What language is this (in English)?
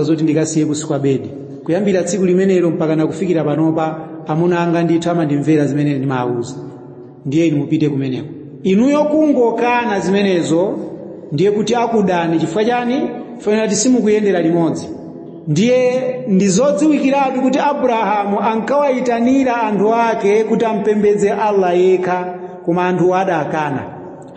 Nyanja